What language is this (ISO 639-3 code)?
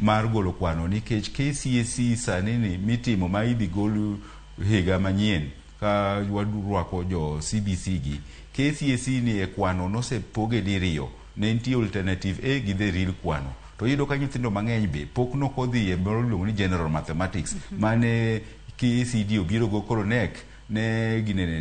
luo